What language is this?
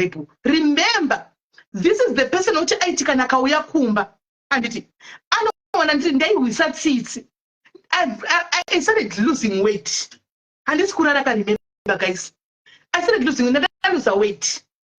Shona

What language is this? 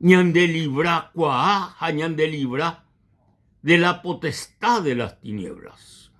Guarani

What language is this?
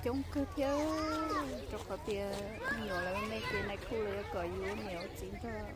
Hmong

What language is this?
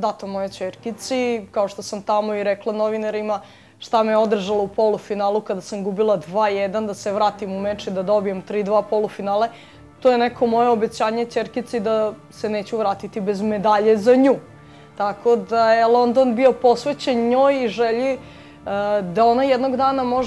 Serbian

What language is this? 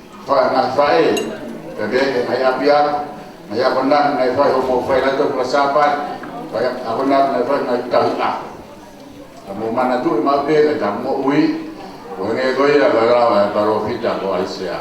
Tongan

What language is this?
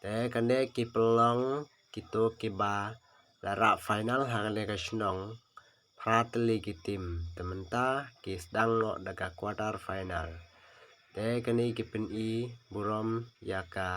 Khasi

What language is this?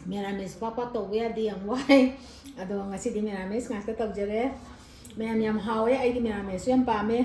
Manipuri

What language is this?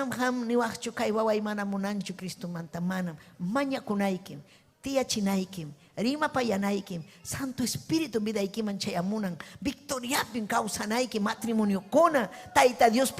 Ayacucho Quechua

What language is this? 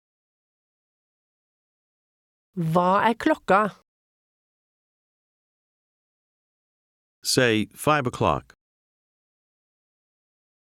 Norwegian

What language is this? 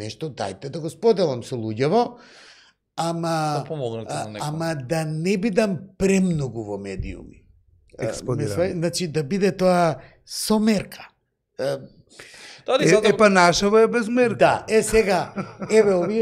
Macedonian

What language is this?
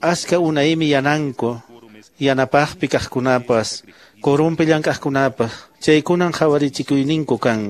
Quechua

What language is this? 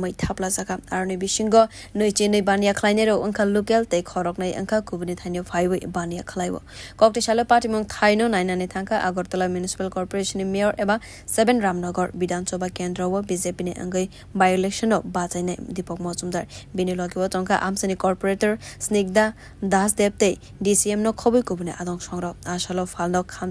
Kok Borok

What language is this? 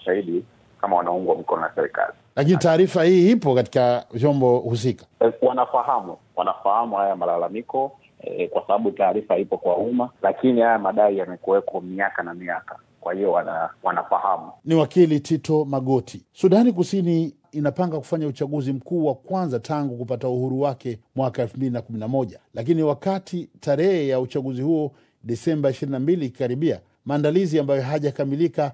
Swahili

